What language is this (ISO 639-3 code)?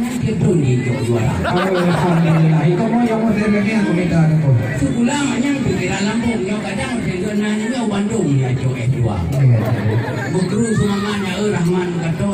ace